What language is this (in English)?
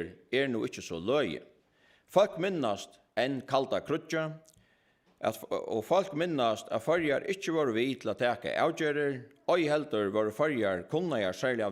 Faroese